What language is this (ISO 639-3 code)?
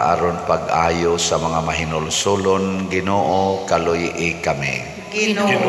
ceb